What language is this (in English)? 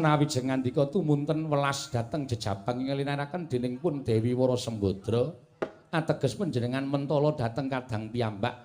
Javanese